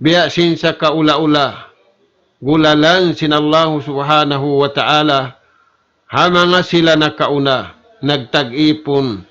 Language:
Tausug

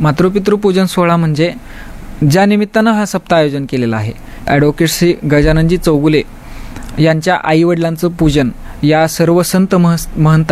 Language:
Marathi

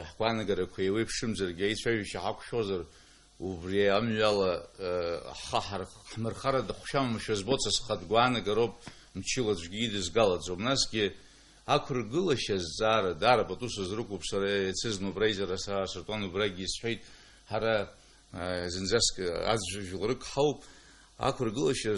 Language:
Abkhazian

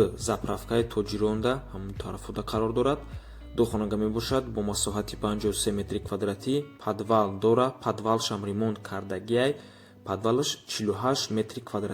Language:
Tajik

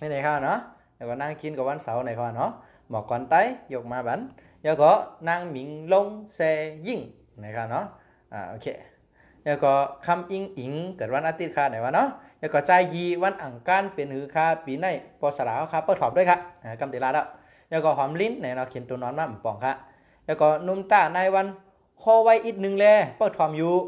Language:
Shan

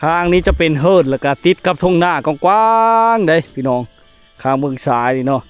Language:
Lao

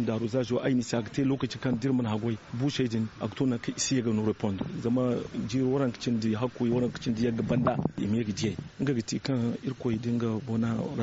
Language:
Zarma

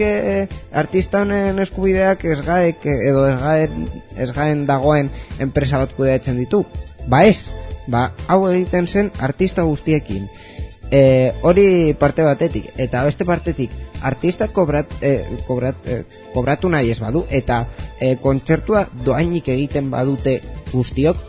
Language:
Basque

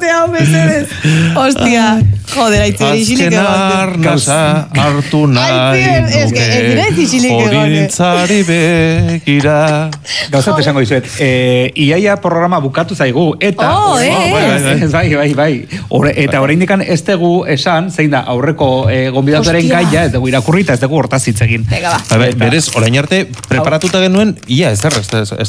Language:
Basque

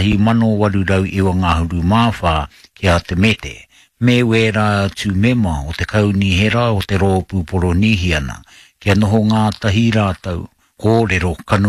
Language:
Māori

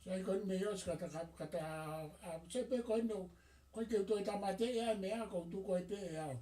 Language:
Tongan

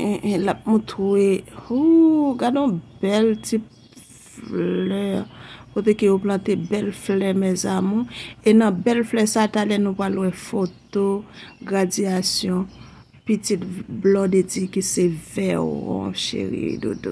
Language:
Haitian Creole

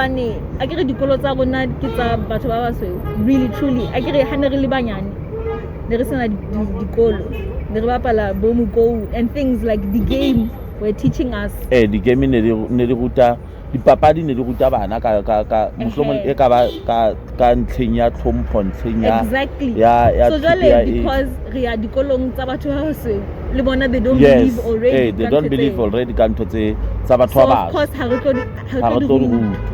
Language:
Southern Sotho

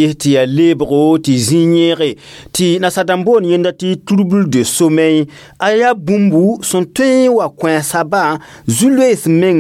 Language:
Mossi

